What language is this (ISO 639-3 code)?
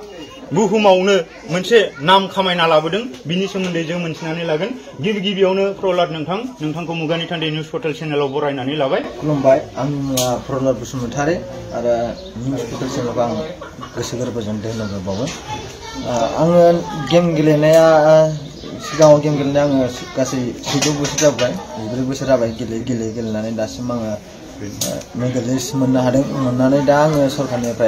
brx